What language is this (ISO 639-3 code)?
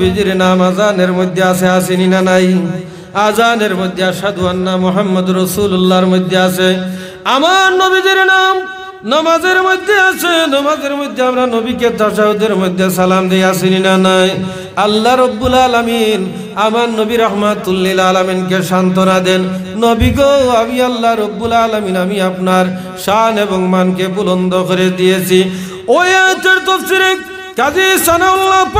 syl